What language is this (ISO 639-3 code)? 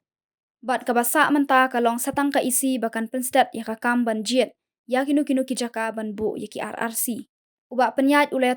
kha